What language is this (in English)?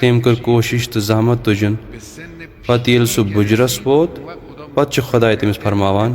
Kashmiri